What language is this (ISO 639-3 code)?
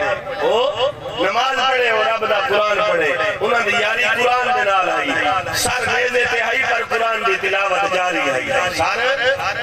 skr